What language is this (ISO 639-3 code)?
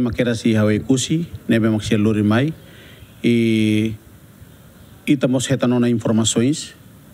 tet